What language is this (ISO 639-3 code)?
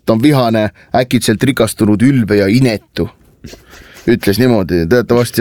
est